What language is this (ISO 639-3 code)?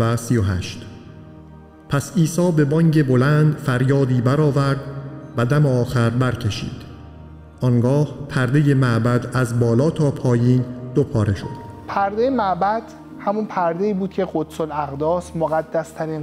fas